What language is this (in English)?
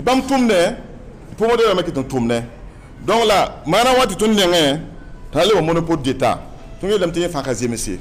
Mossi